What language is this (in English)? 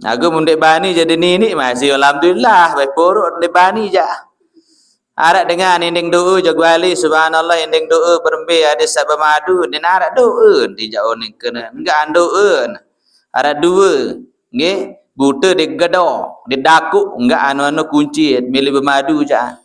Sasak